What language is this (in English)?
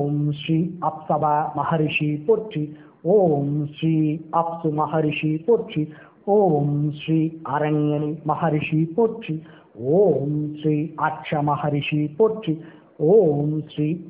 Tamil